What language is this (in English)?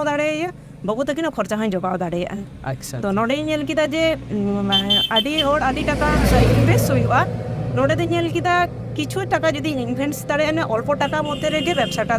Santali